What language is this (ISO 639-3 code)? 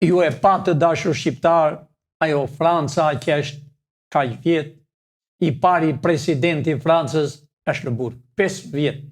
sqi